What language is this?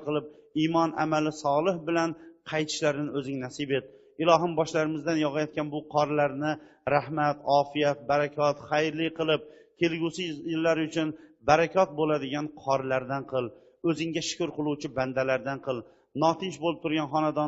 Uzbek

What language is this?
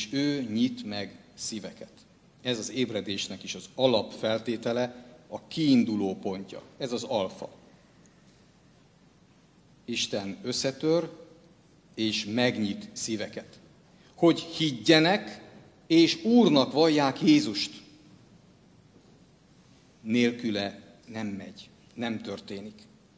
Hungarian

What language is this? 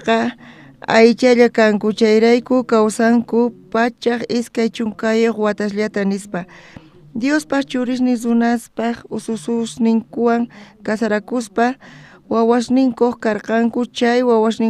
South Bolivian Quechua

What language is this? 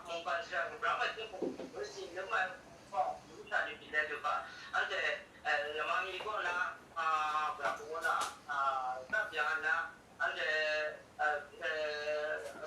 Kachin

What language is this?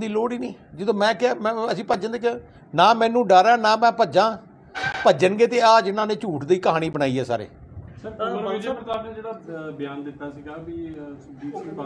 Punjabi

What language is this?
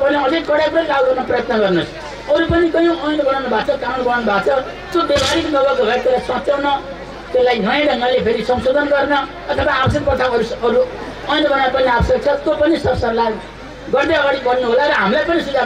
Nepali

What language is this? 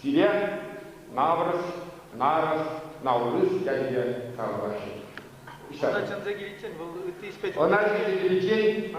Chuvash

